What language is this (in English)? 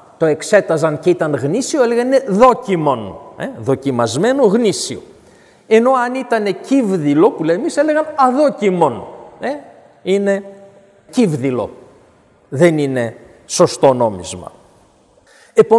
Greek